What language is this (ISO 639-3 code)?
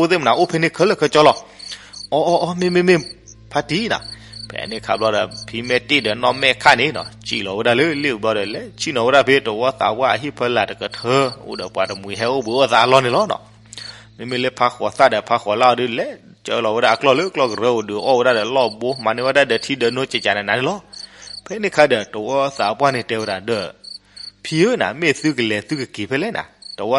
ksw